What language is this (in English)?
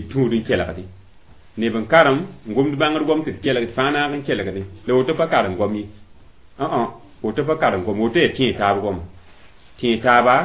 Mossi